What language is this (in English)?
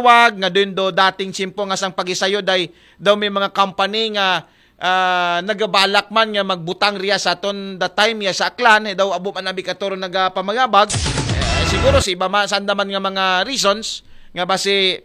Aklanon